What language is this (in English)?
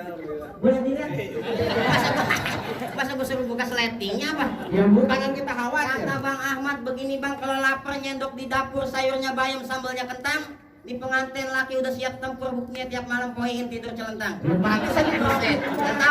Betawi